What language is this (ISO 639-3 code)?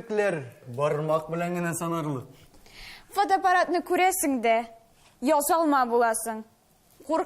tat